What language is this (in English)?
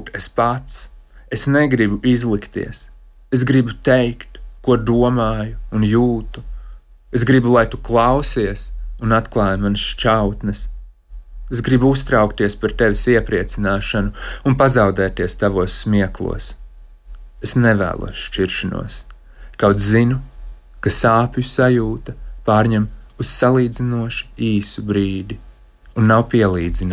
Latvian